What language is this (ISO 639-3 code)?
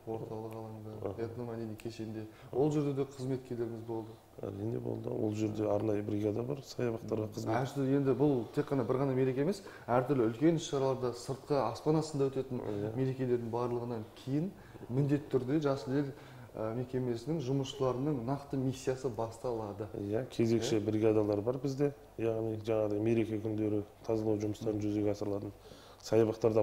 kaz